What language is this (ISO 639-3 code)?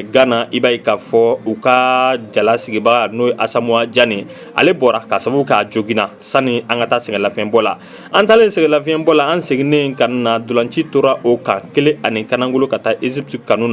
bam